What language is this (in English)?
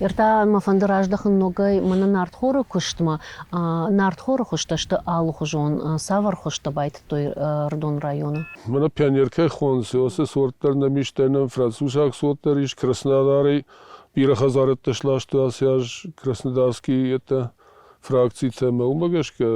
Ossetic